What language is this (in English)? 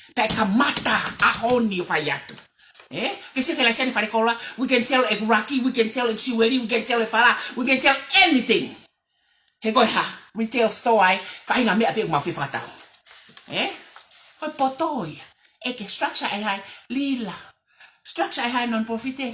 Tongan